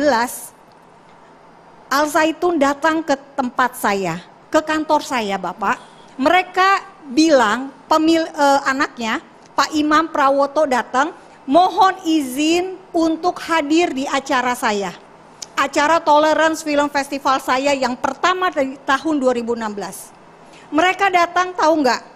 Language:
Indonesian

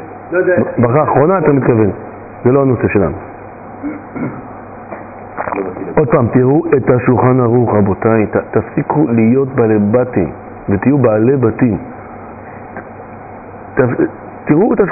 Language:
Hebrew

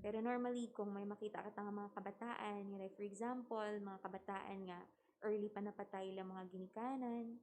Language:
Hiligaynon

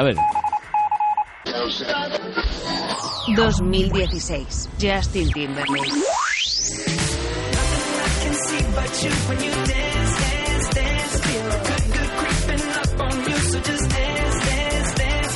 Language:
Spanish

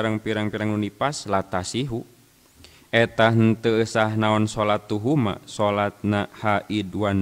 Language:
Sundanese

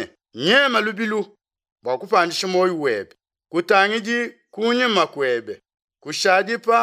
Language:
Luba-Lulua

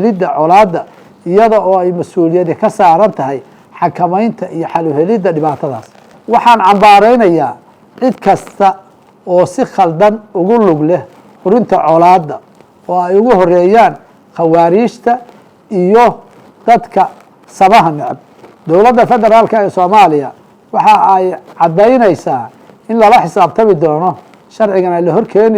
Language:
Somali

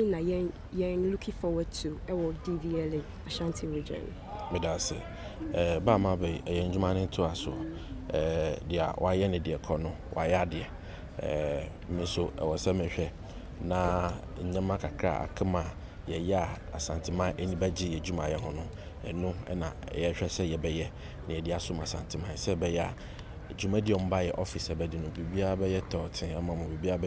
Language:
Akan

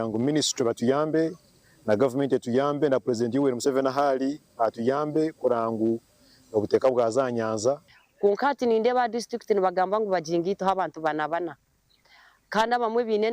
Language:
Nyankole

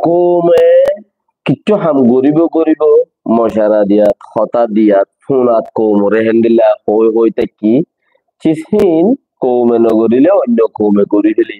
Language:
Rohingya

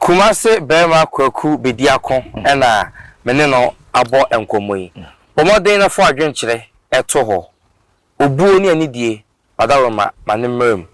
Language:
Akan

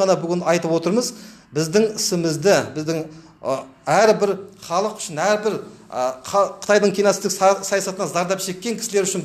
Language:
Kazakh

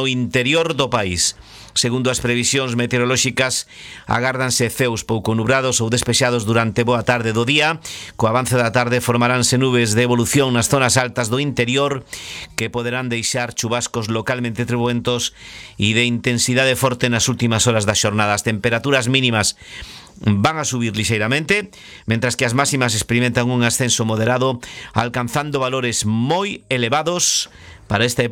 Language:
Galician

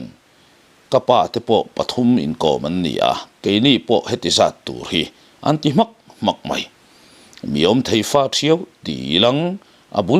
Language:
Mizo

